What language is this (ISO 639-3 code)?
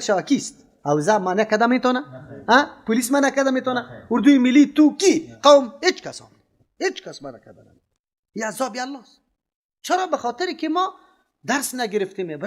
fas